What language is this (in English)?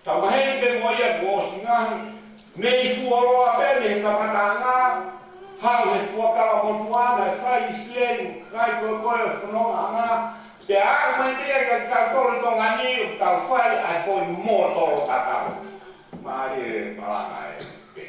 Tongan